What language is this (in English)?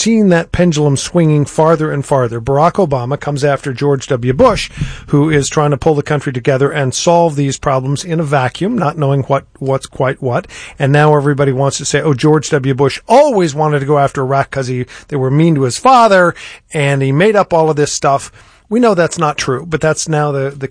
English